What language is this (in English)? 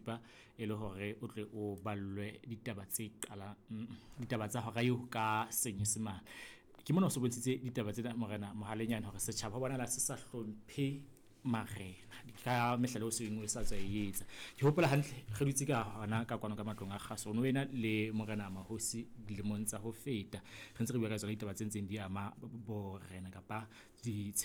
Southern Sotho